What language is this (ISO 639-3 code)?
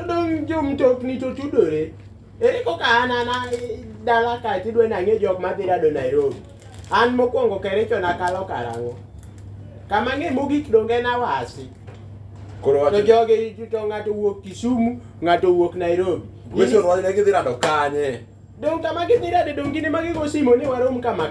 luo